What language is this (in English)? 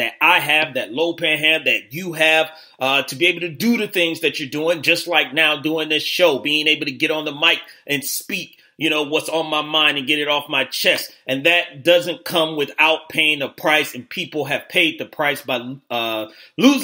English